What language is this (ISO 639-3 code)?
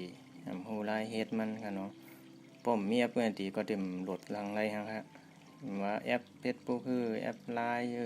shn